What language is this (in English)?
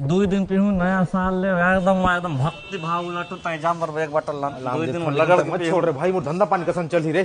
Chhattisgarhi